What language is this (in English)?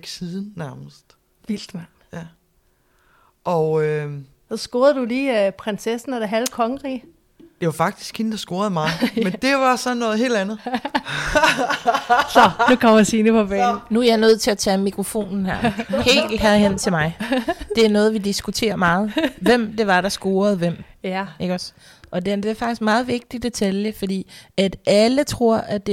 Danish